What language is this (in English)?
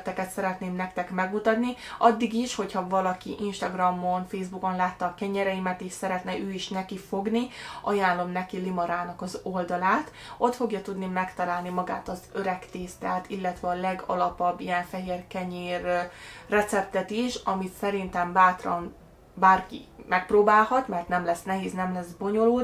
Hungarian